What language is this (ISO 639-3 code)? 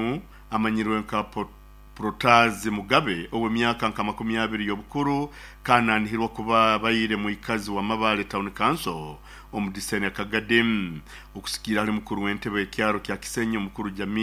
nyo